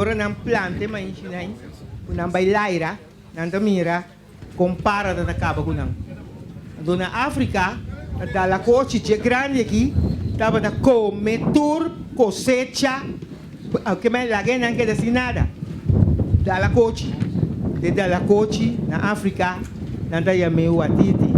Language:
Papiamento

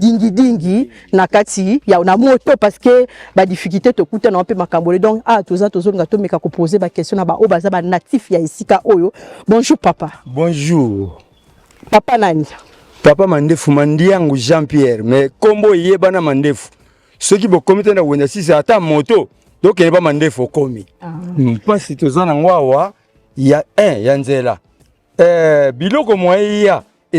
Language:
Lingala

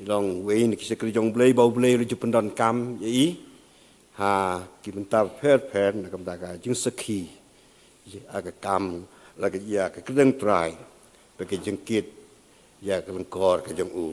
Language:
Khasi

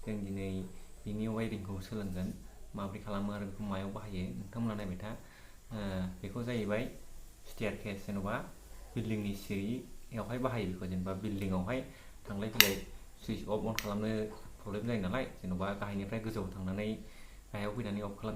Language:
Bodo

